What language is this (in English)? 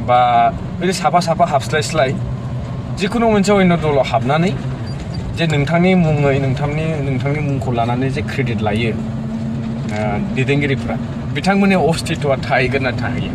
Bodo